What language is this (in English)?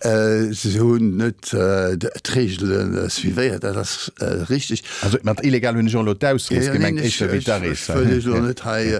Luxembourgish